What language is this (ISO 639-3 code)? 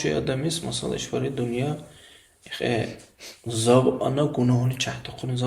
dar